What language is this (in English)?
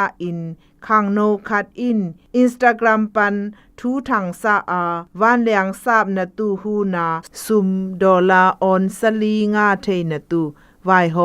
Zou